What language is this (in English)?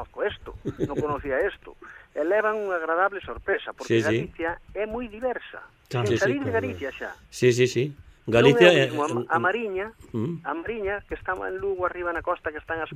Galician